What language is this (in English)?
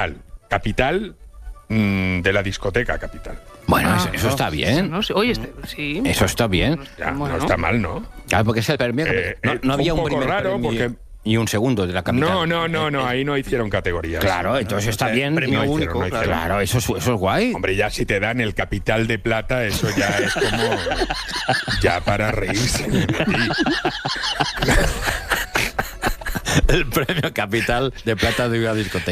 Spanish